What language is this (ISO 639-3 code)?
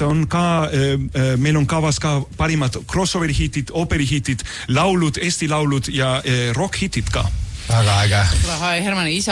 est